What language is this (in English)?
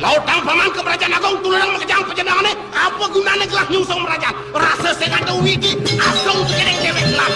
Balinese